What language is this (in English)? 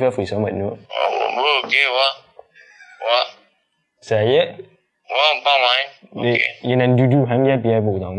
Morisyen